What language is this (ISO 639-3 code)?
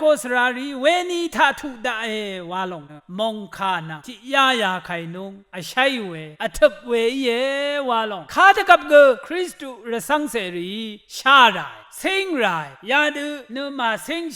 raw